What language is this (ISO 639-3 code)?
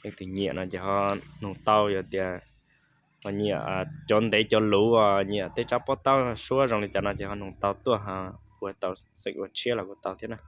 hmn